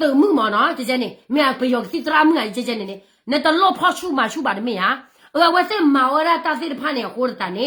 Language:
S'gaw Karen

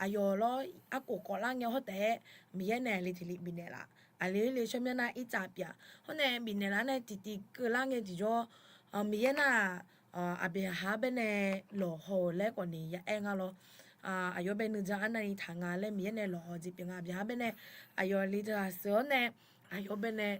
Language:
Akha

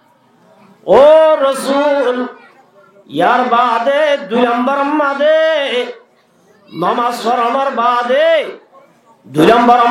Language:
Rohingya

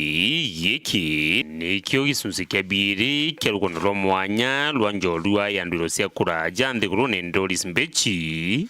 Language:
Meru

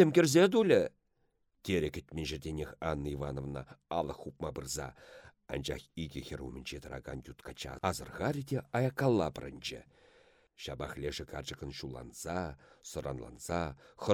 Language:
Chuvash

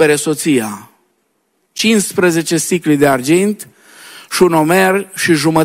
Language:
Romanian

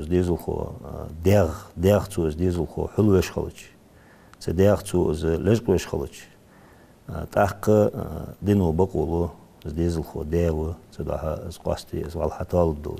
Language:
Ingush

